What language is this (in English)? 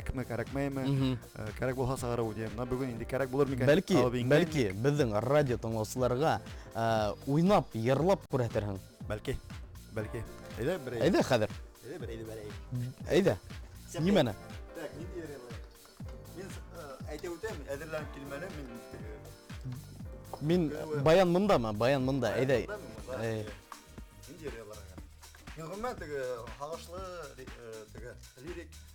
Bashkir